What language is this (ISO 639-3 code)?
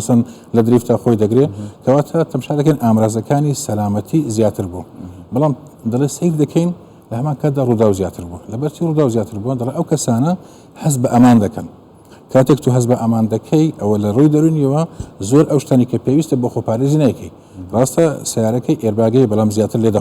ckb